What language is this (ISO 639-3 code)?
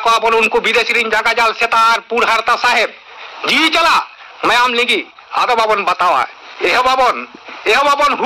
sat